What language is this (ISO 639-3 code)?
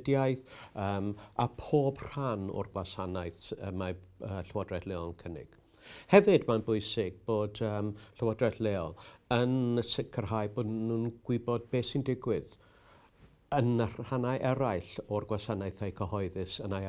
cym